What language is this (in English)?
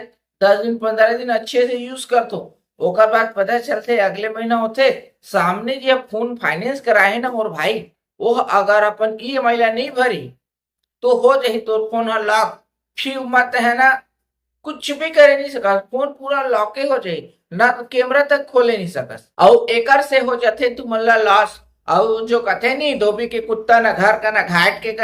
Chhattisgarhi